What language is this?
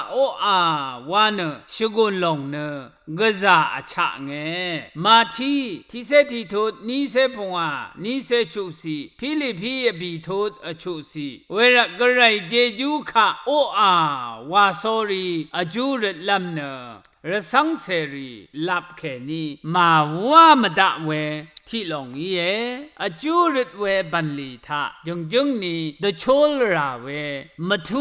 Rawang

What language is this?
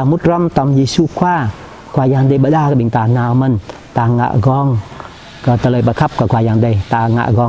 Jarai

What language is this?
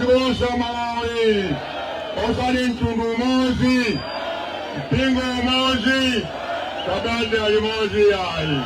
Nyanja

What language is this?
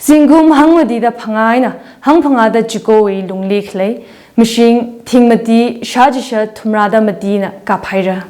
Tangkhul Naga (India)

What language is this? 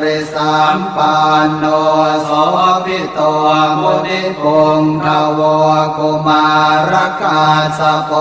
Pali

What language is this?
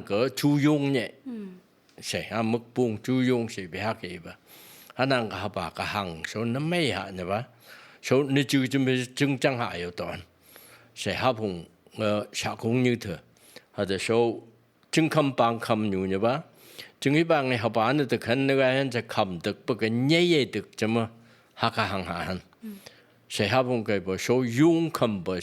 Phom Naga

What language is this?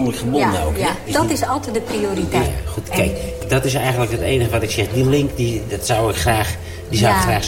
Dutch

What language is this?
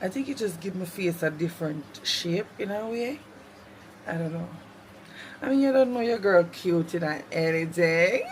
Jamaican Creole English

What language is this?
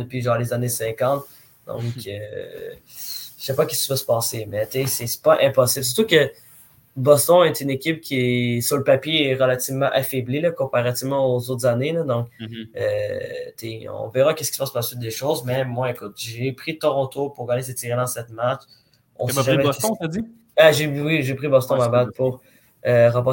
French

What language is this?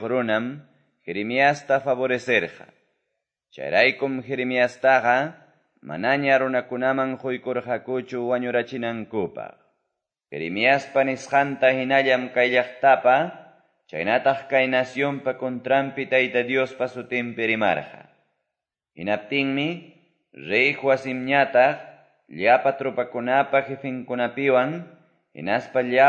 Quechua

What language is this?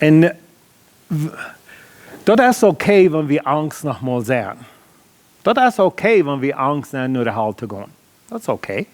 Plautdietsch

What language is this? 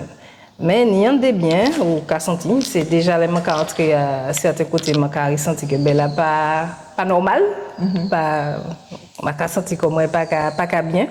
Guadeloupean Creole French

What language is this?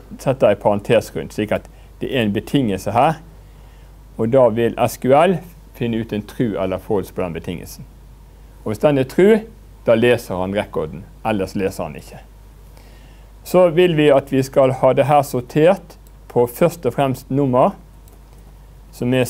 Norwegian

